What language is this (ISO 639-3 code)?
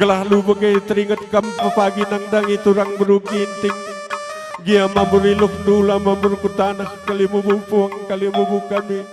btx